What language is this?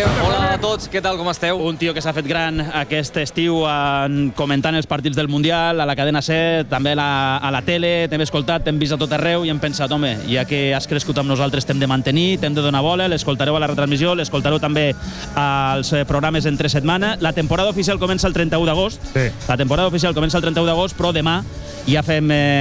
Catalan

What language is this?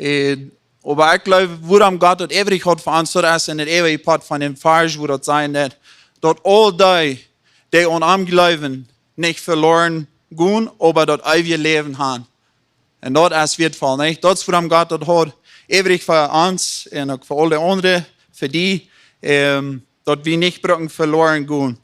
Plautdietsch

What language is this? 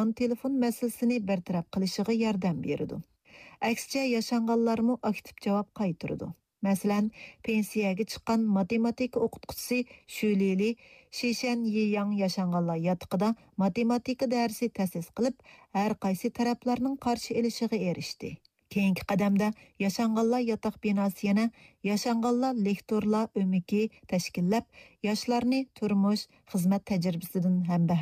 Uyghur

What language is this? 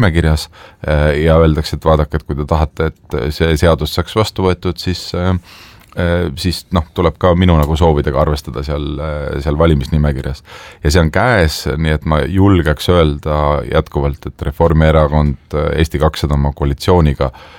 Estonian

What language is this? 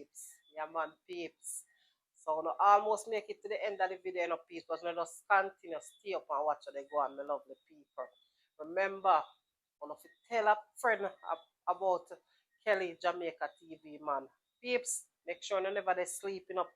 Jamaican Creole English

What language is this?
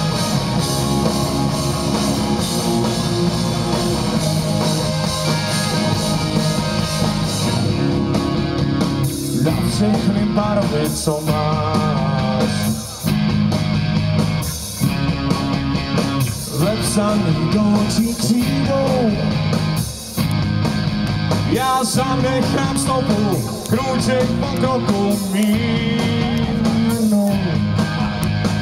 Czech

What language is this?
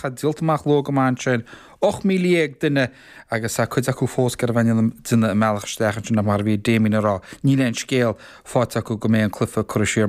Irish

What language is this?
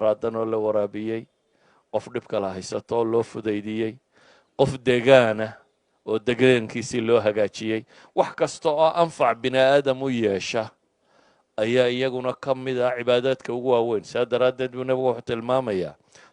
Somali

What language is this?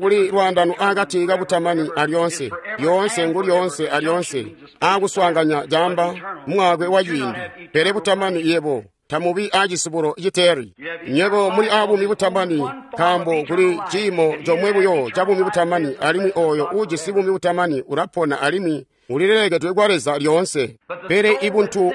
Tonga (Zambia)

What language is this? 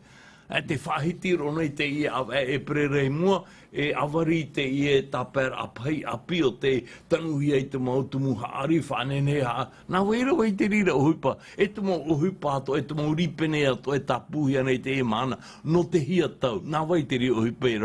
Tahitian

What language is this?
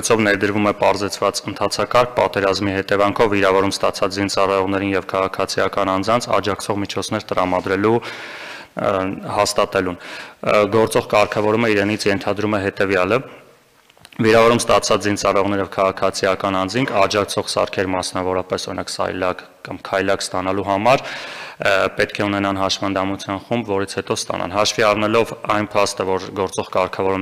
Armenian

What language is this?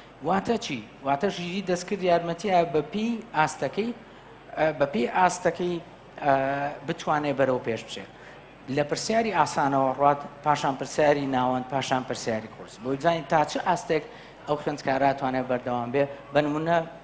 Central Kurdish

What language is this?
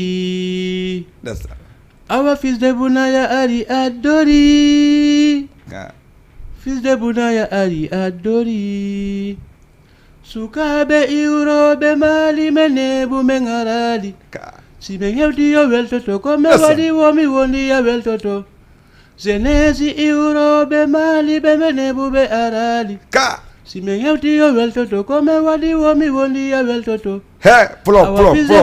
Fula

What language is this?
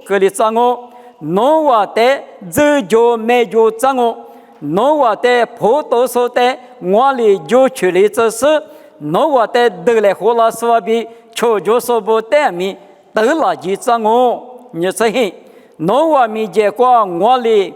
Lisu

